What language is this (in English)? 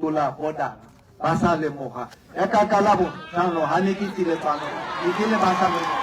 Tswana